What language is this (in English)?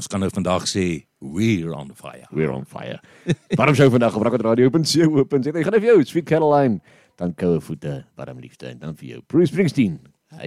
Afrikaans